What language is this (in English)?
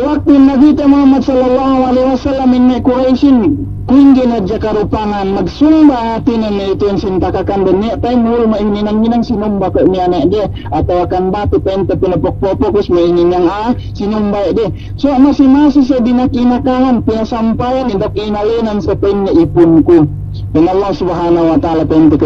Yakan